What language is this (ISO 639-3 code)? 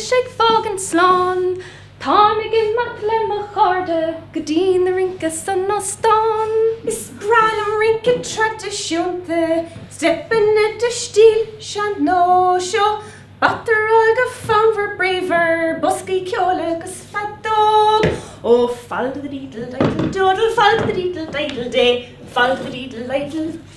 gle